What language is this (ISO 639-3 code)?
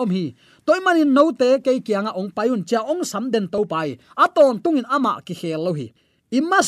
ctd